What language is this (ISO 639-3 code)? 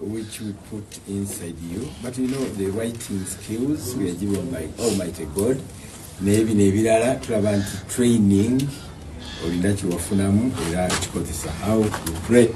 lug